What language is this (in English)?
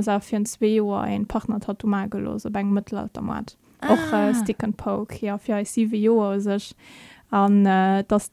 Luxembourgish